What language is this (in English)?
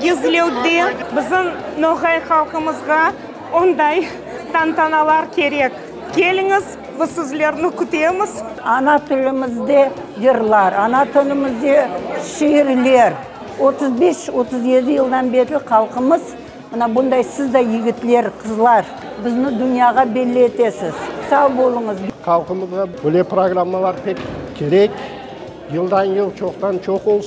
Crimean Tatar